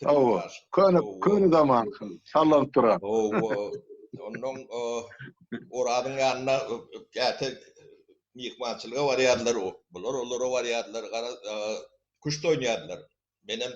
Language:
Turkmen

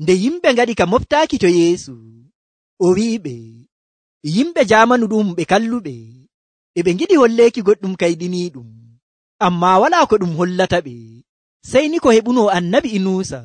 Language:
Nigerian Fulfulde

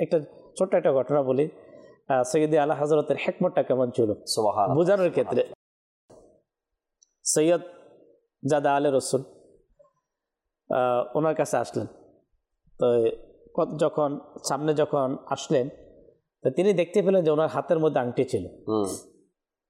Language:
Bangla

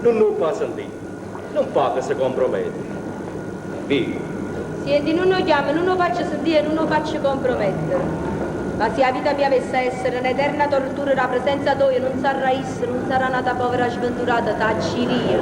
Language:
Neapolitan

